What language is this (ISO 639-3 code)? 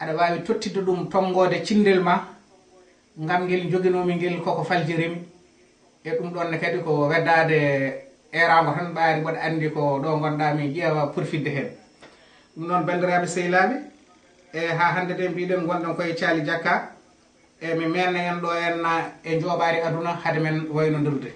ful